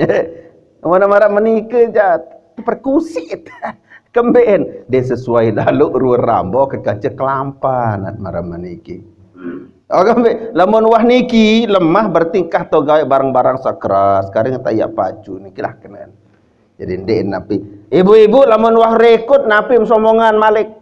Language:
Sasak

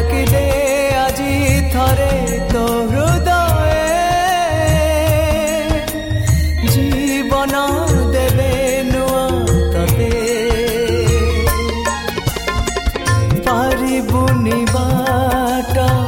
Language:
Odia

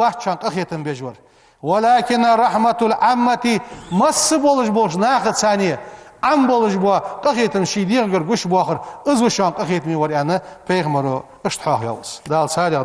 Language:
Ingush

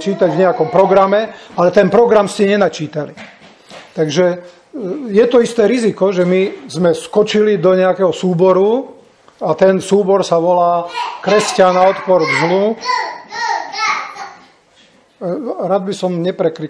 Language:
Slovak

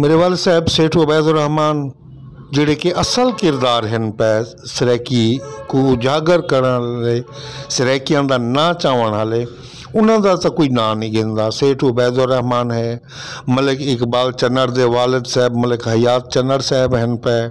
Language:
Saraiki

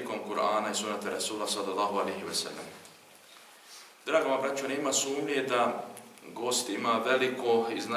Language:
Bosnian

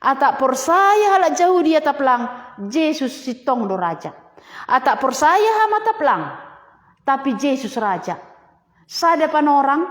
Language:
Batak Simalungun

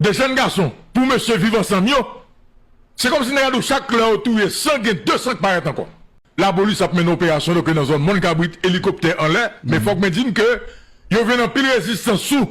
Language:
Haitian Creole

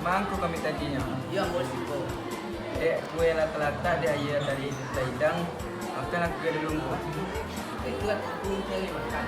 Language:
Minangkabau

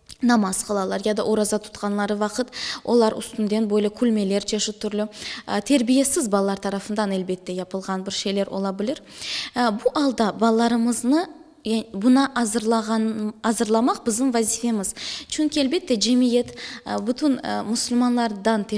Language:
Crimean Tatar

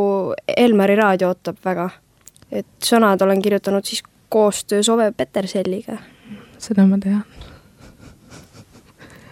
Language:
Estonian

